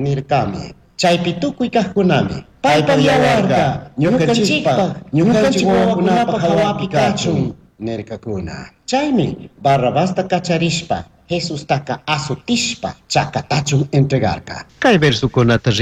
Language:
Chimborazo Highland Quichua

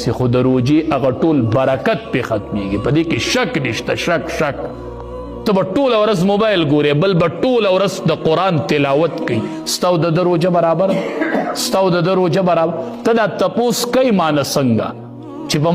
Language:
Pashto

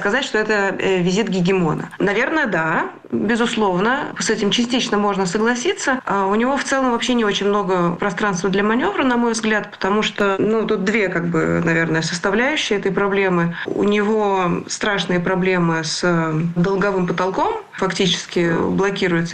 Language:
Russian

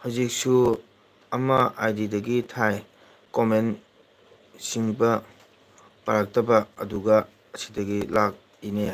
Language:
Manipuri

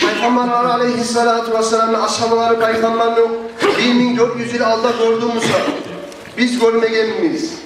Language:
Kumyk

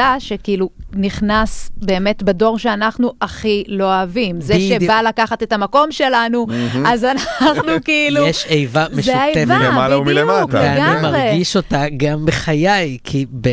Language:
Hebrew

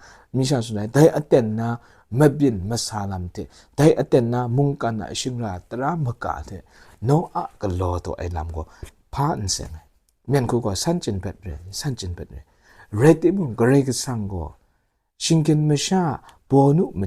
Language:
Kachin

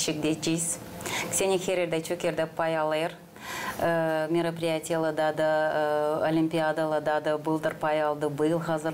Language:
Gagauz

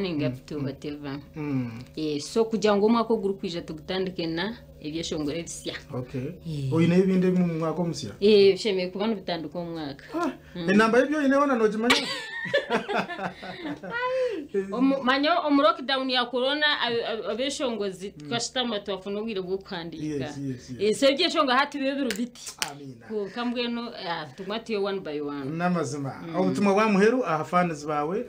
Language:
Kinyarwanda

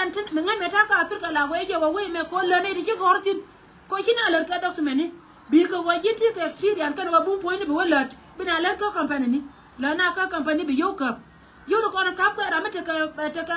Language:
Nuer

